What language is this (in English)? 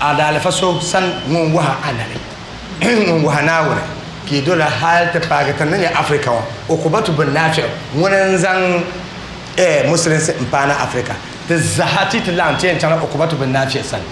Dagbani